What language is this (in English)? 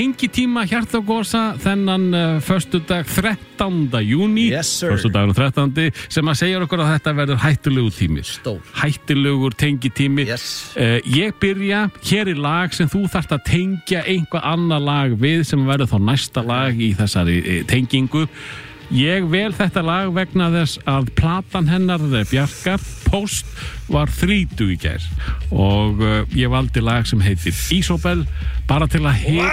Icelandic